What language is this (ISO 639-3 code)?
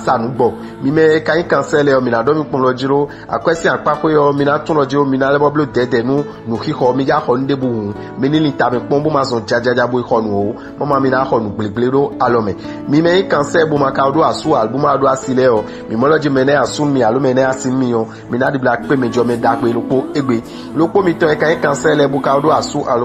fon